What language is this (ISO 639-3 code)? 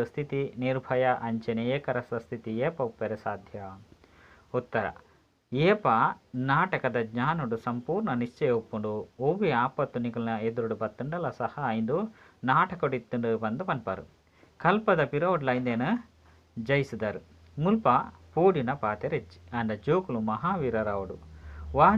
tcy